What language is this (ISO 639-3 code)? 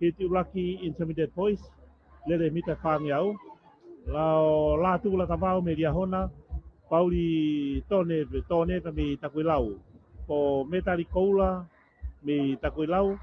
ton